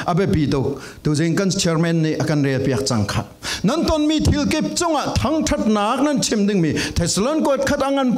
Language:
Falam Chin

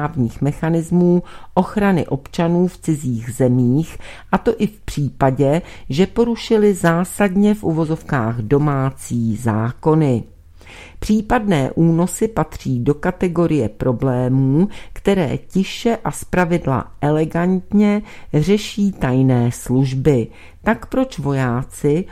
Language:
Czech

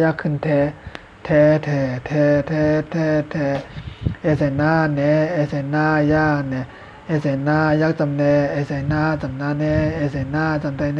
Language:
Shan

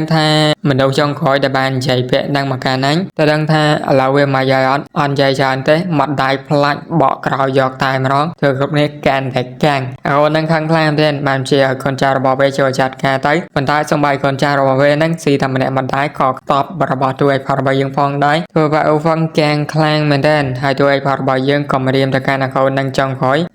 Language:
Khmer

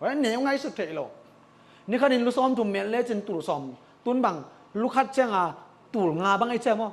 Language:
Tedim Chin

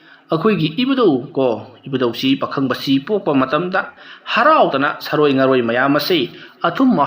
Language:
Manipuri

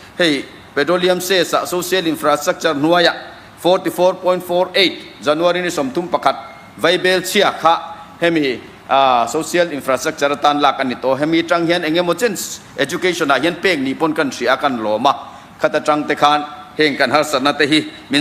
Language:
Mizo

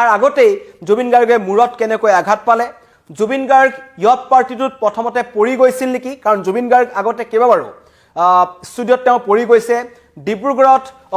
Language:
Assamese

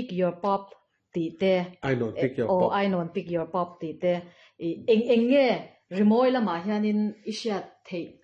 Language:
Mizo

